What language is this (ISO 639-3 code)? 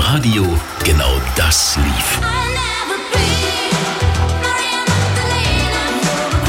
deu